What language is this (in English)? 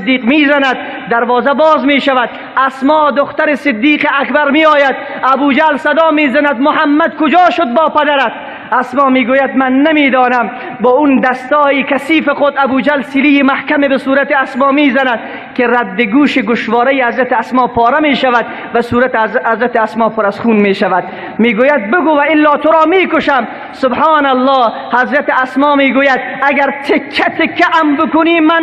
Tajik